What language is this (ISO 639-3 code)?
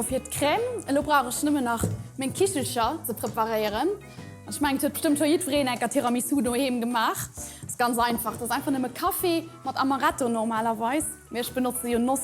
ltz